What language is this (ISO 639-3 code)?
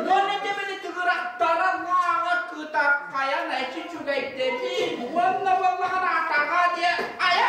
sah